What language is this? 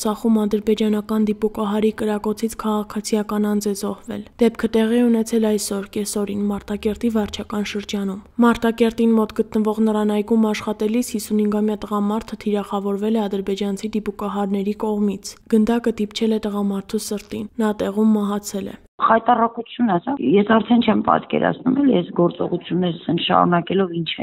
Armenian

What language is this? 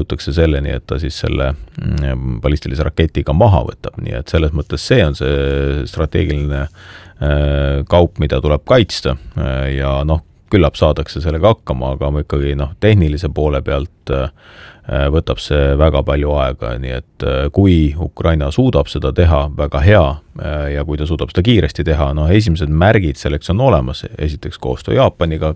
Estonian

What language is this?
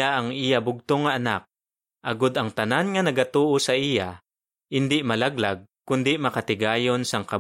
Hiligaynon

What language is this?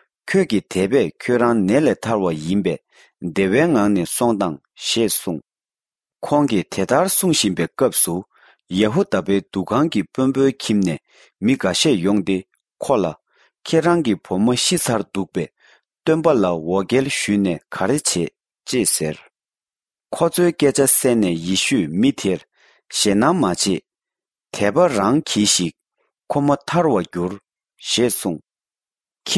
Tibetan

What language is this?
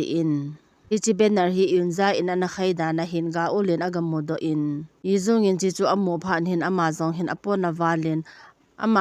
Thado Chin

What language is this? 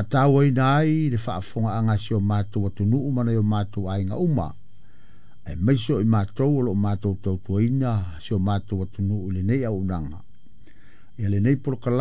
Samoan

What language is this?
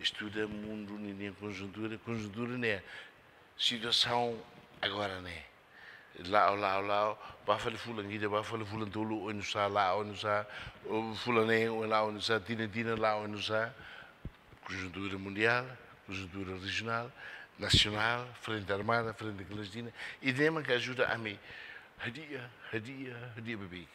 Tetum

